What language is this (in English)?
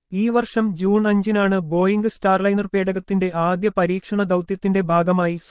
Malayalam